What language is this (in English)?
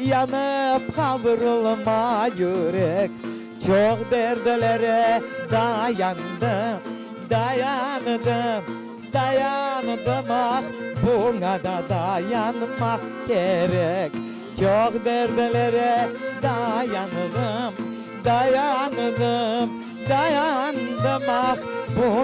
Crimean Tatar